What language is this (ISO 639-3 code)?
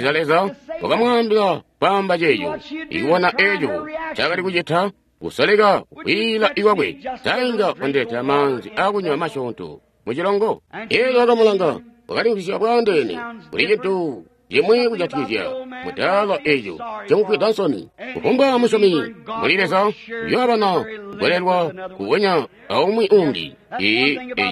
toi